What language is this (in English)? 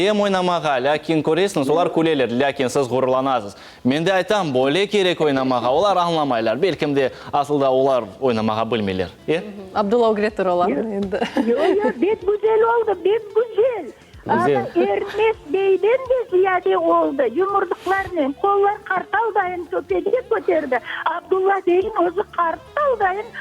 Crimean Tatar